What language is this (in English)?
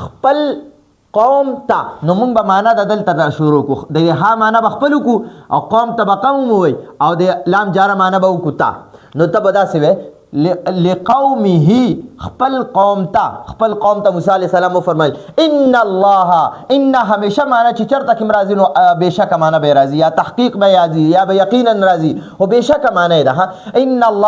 Pashto